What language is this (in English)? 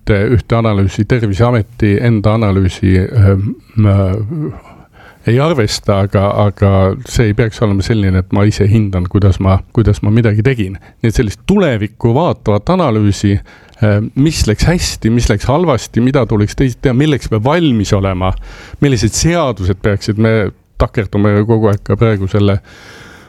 Estonian